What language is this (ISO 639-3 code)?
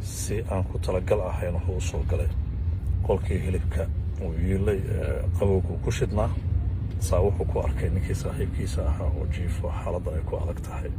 som